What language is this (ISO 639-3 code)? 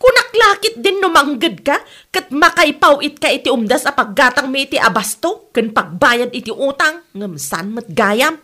ilo